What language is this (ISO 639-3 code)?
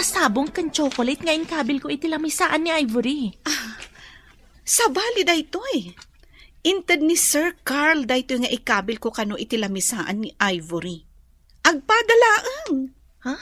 ilo